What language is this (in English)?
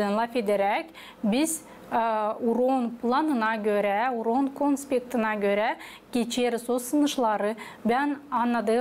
Gagauz